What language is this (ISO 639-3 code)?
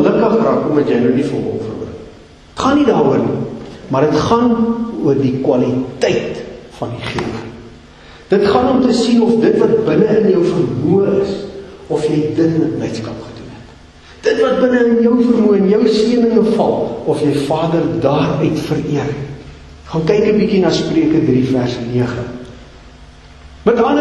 afr